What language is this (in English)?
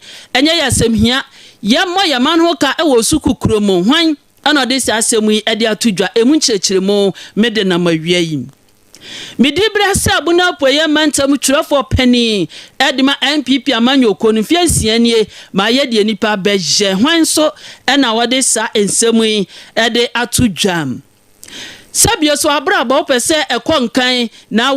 Akan